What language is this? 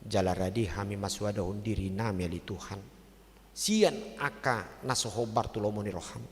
Batak Toba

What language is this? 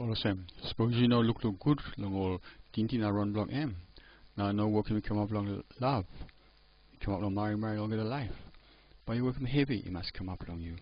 Tok Pisin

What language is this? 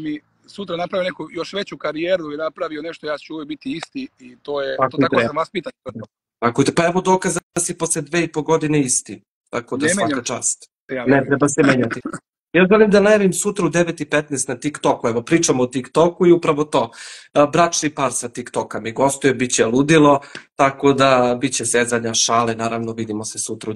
Serbian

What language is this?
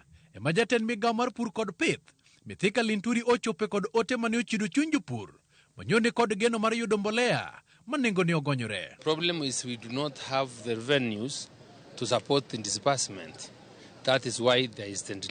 Luo (Kenya and Tanzania)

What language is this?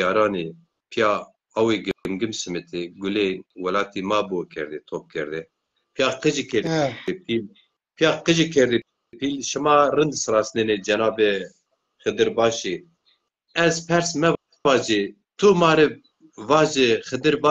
Zaza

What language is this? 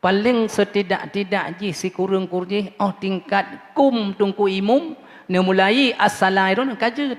Achinese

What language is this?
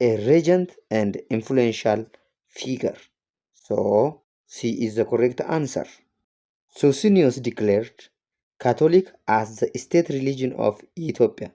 English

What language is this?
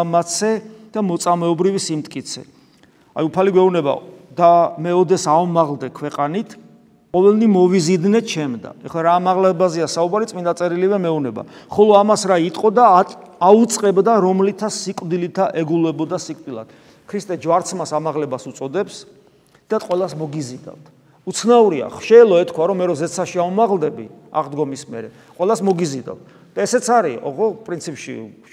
Georgian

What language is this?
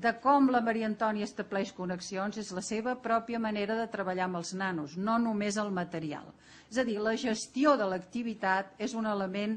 Catalan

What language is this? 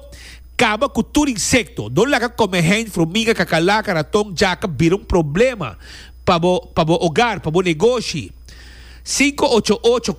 Papiamento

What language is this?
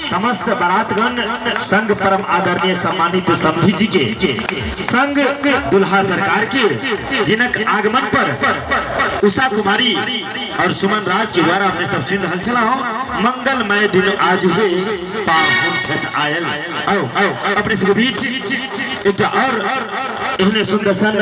Maithili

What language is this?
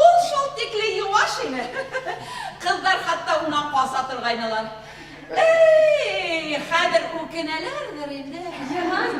Bashkir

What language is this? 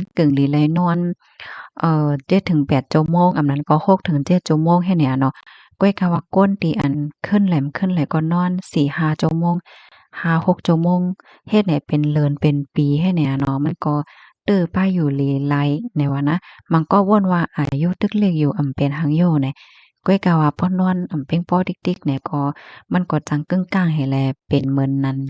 Shan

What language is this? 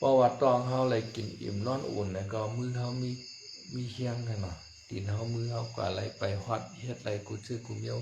Shan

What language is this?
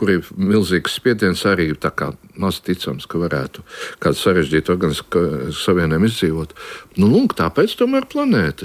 Latvian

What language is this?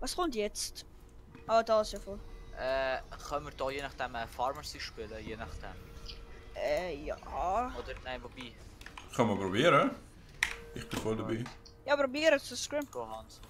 Swiss German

